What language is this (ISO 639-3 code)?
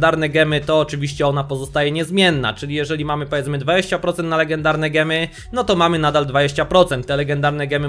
pol